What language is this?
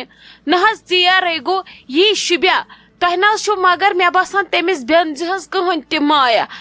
Kashmiri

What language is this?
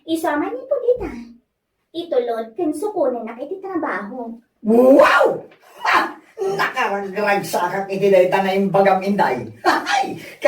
Iloko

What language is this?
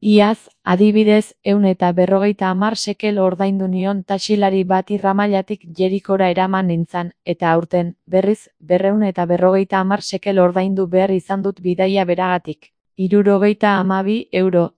Basque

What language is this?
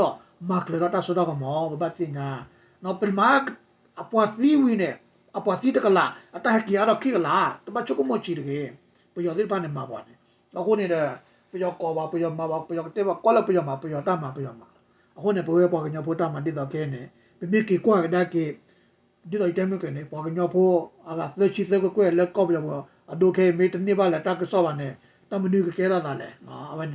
S'gaw Karen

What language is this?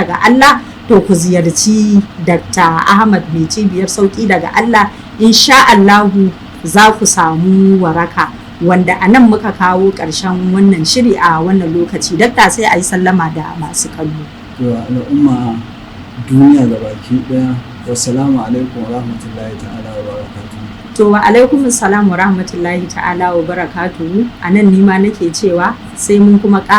Hausa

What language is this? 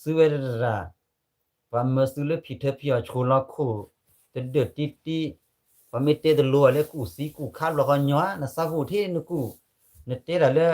S'gaw Karen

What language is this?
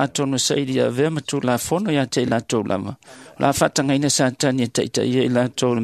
Samoan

